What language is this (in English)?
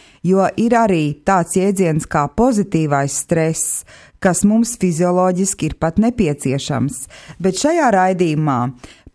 Latvian